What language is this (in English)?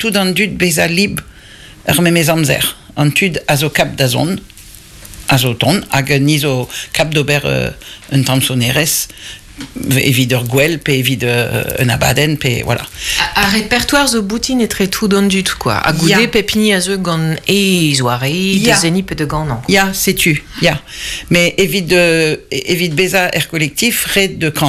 Breton